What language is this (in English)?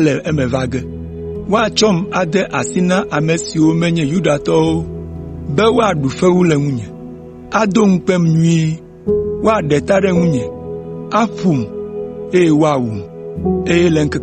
Ewe